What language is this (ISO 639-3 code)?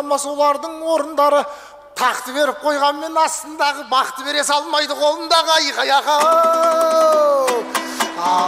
kaz